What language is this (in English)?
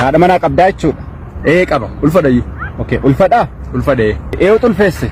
Oromo